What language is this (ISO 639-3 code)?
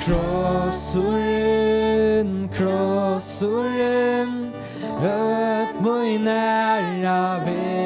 fao